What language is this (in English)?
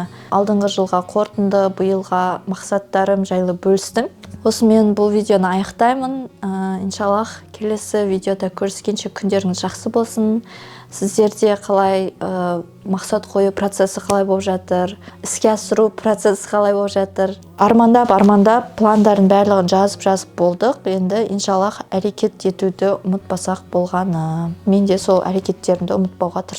Kazakh